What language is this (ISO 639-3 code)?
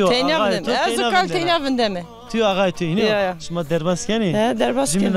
zza